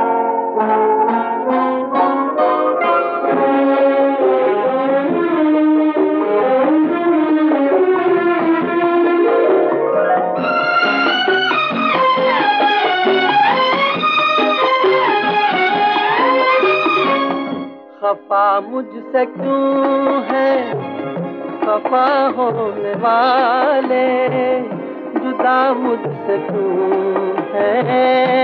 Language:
Hindi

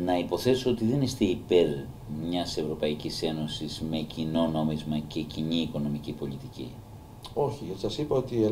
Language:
Greek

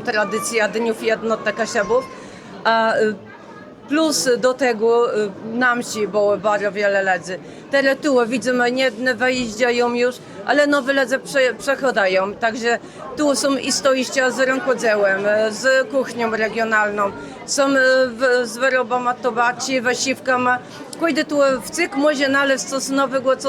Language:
Kashubian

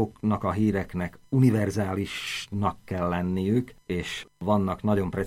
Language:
Hungarian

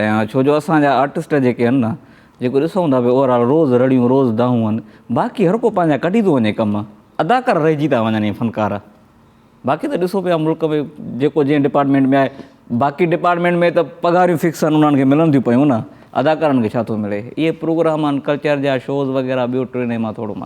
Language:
Sindhi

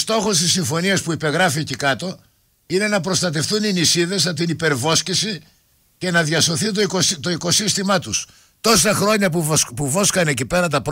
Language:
Greek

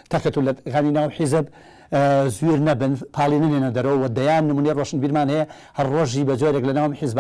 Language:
Central Kurdish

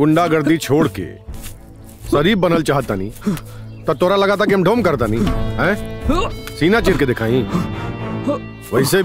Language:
Bhojpuri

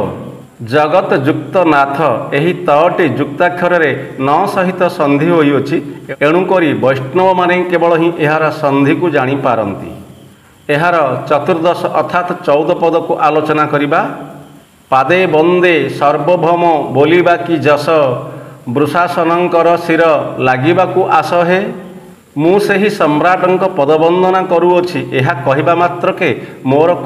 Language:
Odia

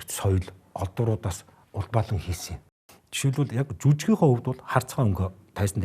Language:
Mongolian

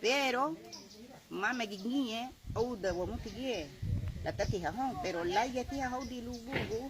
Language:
Garifuna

